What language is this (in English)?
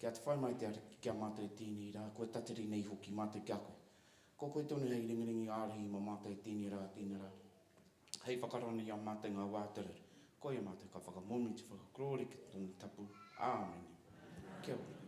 Māori